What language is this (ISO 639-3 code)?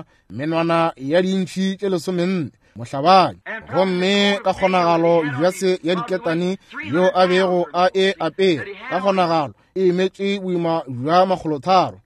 nso